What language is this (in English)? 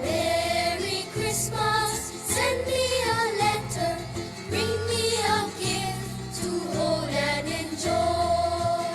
Hawaiian